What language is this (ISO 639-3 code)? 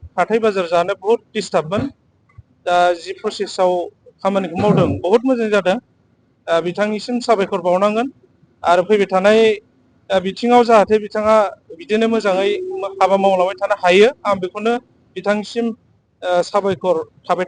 brx